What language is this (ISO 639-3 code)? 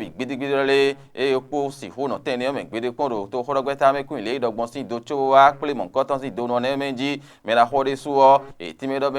fon